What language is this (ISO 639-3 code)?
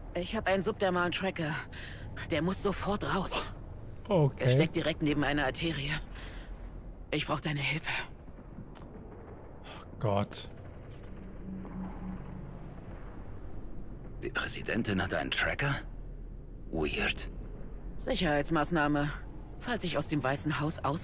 deu